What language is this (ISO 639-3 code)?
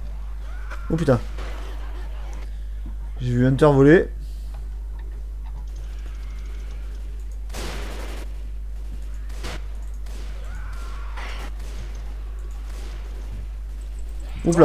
fra